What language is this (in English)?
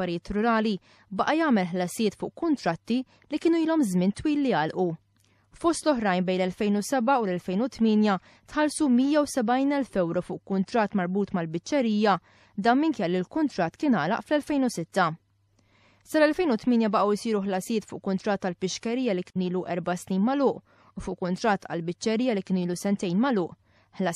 Maltese